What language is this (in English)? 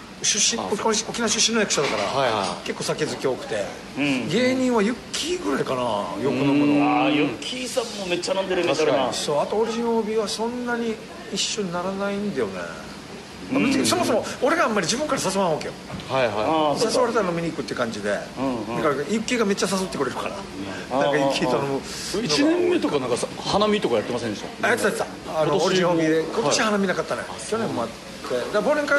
Japanese